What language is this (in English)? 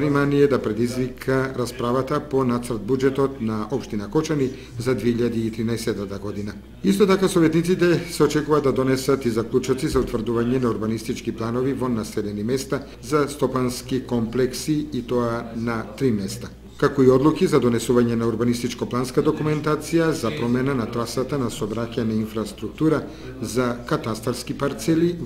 Macedonian